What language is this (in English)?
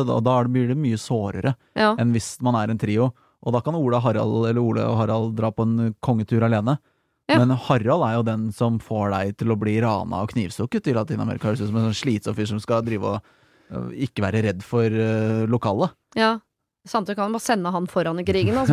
Norwegian